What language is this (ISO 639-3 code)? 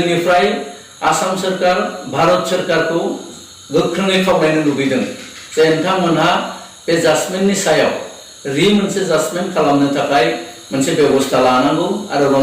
brx